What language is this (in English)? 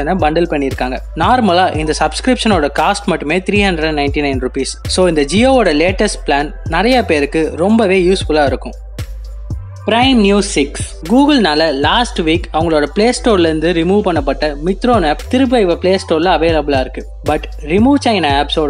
Tamil